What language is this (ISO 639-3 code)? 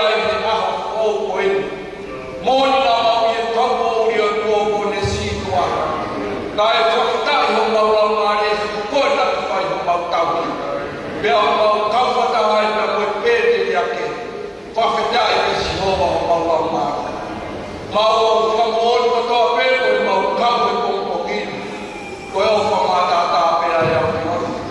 ton